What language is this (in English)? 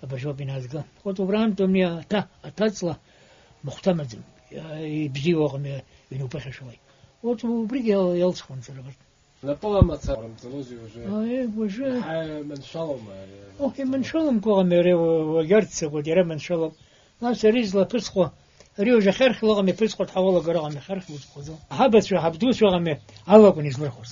Abkhazian